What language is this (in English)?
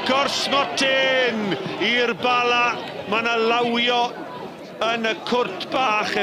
Welsh